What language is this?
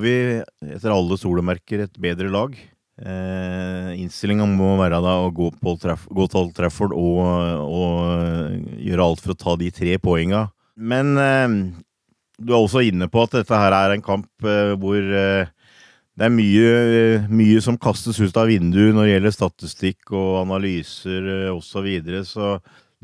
Norwegian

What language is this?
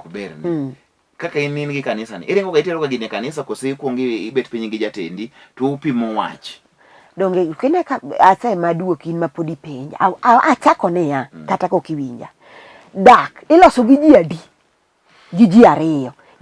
Luo (Kenya and Tanzania)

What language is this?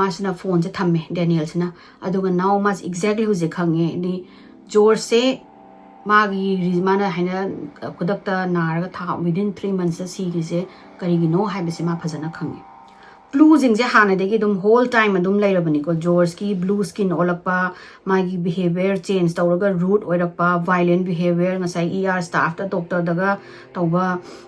Manipuri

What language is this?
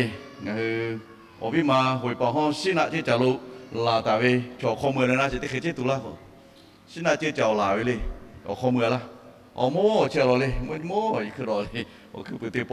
Lahu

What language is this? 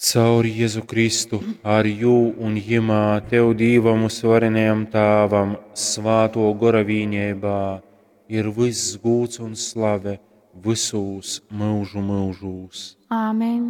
Latgalian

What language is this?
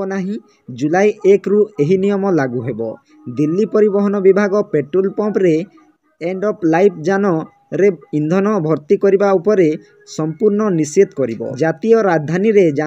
Odia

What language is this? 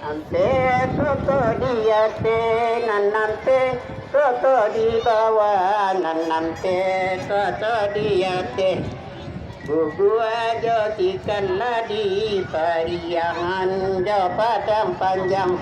Minangkabau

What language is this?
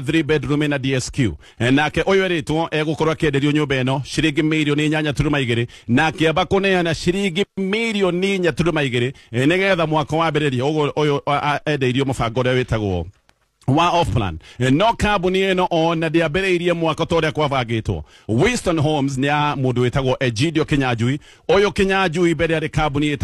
Kikuyu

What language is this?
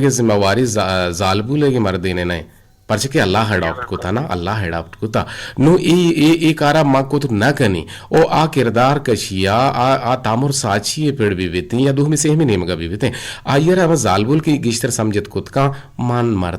Eastern Balochi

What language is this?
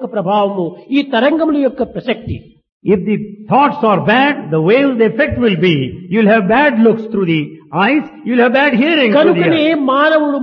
Telugu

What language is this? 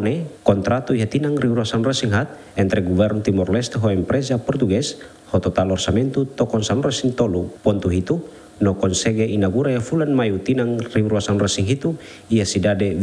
Tetum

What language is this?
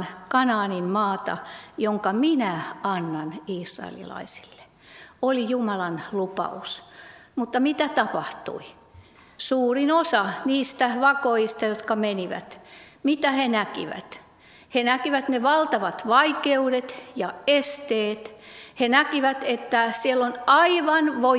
Finnish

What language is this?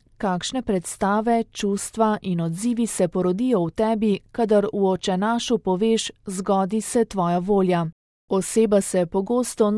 Slovenian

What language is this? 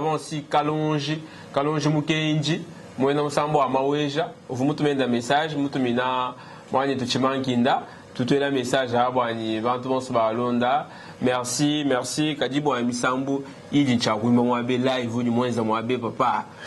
Luba-Lulua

